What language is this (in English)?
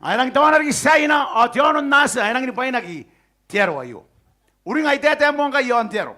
Gilbertese